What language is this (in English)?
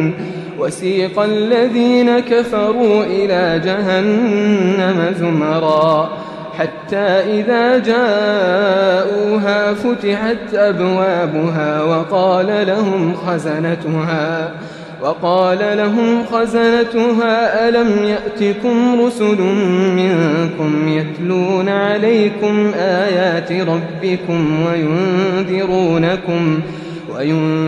Arabic